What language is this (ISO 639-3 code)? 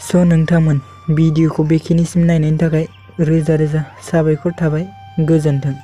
brx